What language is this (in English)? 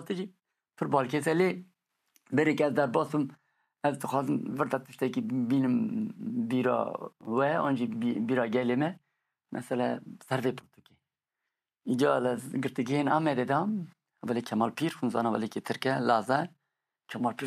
Kurdish